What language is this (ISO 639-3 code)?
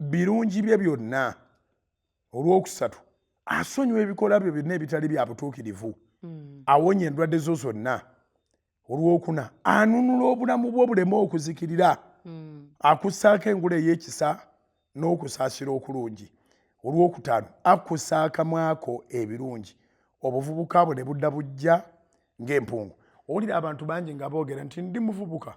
lug